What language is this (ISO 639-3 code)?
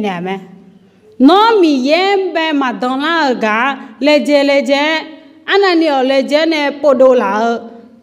ahk